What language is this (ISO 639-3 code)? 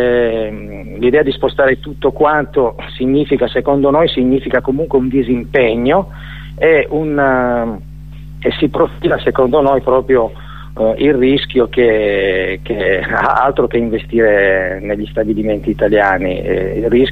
ita